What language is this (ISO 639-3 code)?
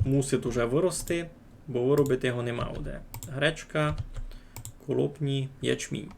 rue